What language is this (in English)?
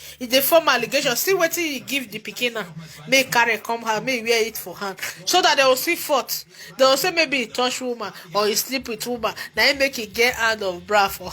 Nigerian Pidgin